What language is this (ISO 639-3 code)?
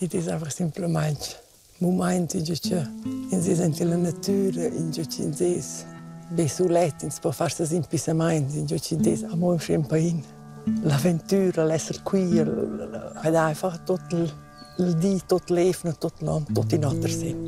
roh